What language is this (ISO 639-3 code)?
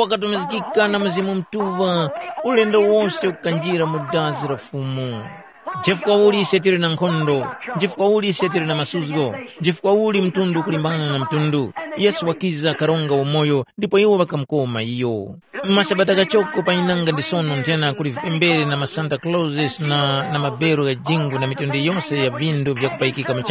tum